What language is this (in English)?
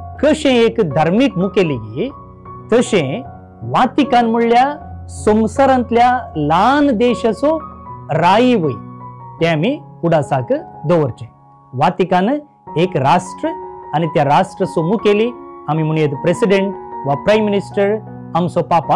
Konkani